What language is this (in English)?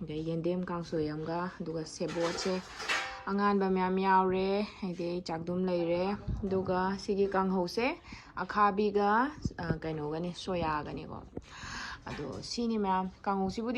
Manipuri